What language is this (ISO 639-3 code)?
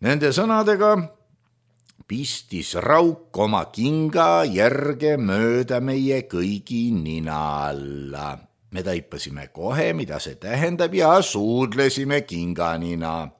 est